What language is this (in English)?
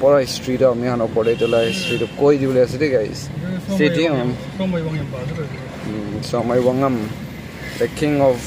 Naga Pidgin